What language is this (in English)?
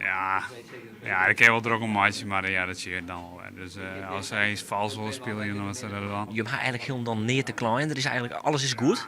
Western Frisian